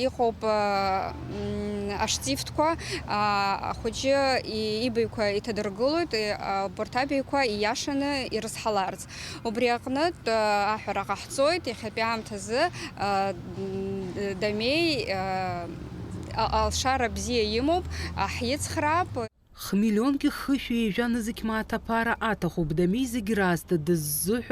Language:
Abkhazian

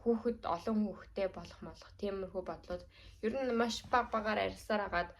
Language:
Mongolian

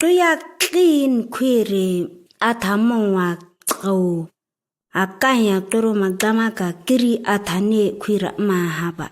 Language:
ǁGana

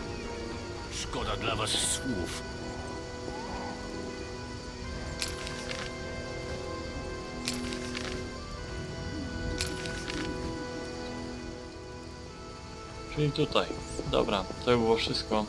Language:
Polish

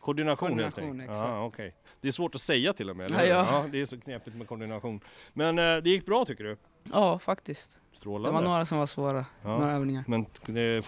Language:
Swedish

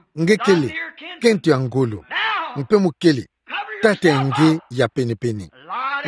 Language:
Kituba (Democratic Republic of Congo)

